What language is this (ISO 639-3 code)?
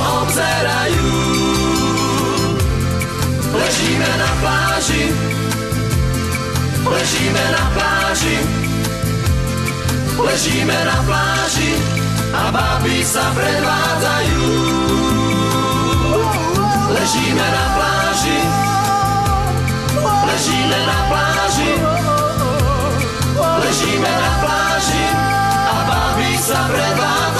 slk